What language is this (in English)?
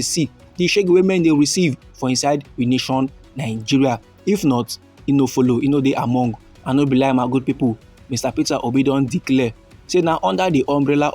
Nigerian Pidgin